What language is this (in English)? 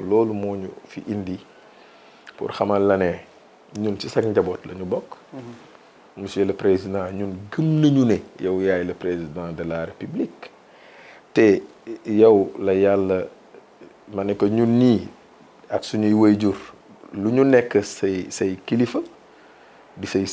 Wolof